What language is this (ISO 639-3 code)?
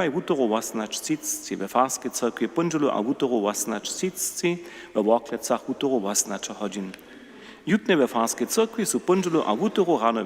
hsb